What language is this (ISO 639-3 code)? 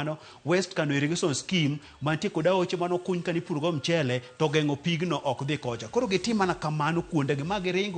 luo